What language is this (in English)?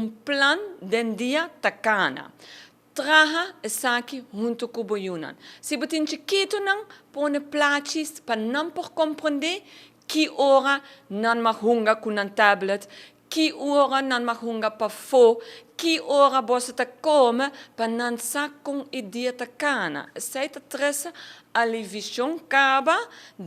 Papiamento